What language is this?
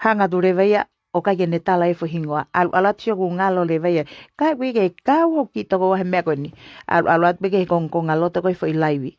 Tongan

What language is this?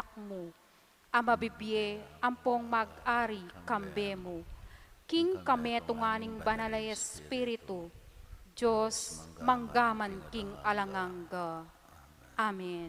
Pampanga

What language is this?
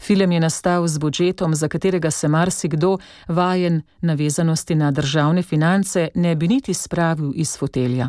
Slovenian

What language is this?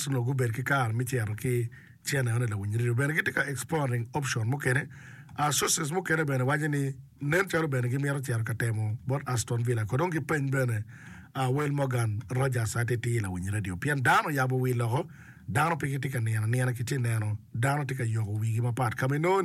Acoli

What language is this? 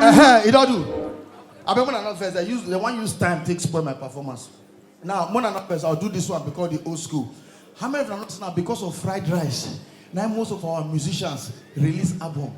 Nigerian Pidgin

